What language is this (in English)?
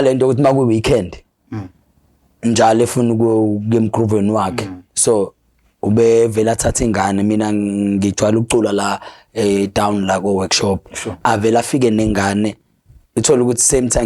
Zulu